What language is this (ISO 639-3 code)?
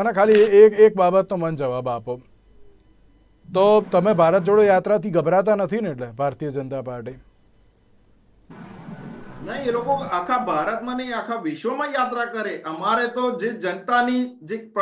guj